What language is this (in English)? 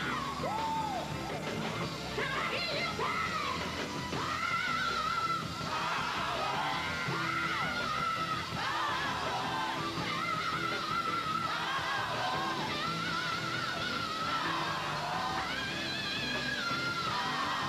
English